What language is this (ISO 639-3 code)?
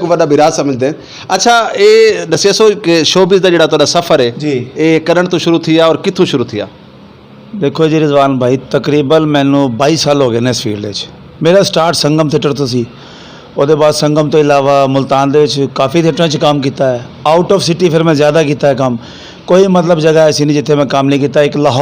skr